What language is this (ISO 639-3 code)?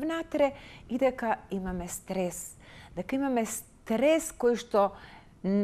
mkd